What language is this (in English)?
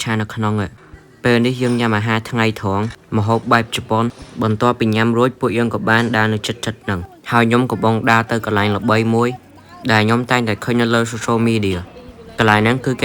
Khmer